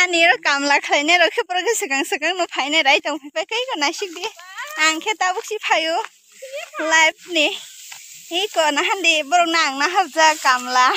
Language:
Kok Borok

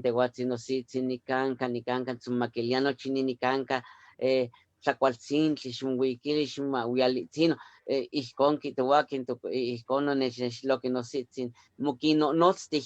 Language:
Eastern Huasteca Nahuatl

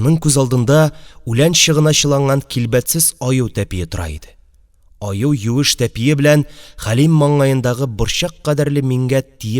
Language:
Tatar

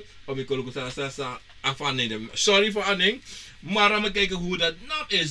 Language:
Sranan Tongo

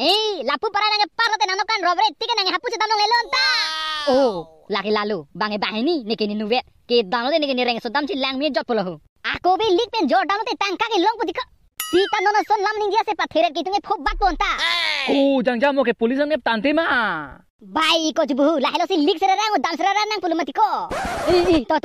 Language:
Karbi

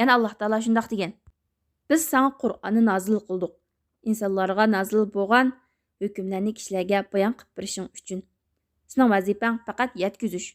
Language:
Uyghur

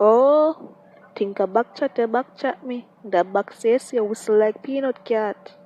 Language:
Jamaican Creole English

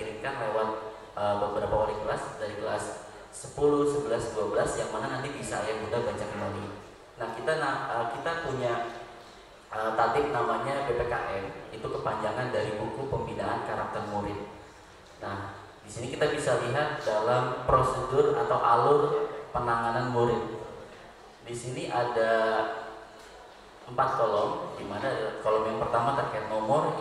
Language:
Indonesian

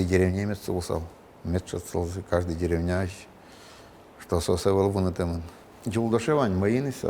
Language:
Udmurt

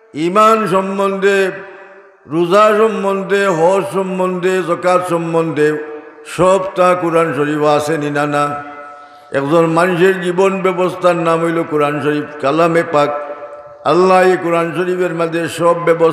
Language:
Sylheti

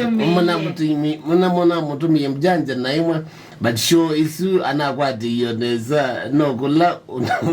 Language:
Kamba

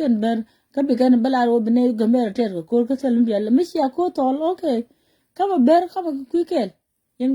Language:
Nuer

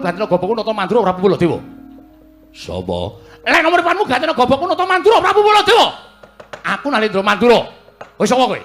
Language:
Javanese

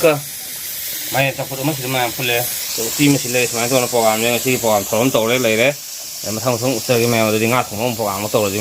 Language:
Manipuri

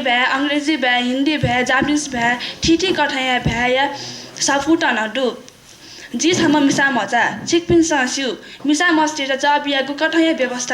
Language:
Newari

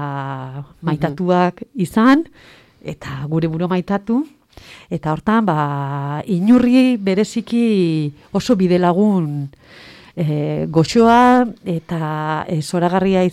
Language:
Basque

